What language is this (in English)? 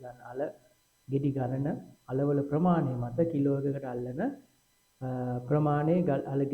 Sinhala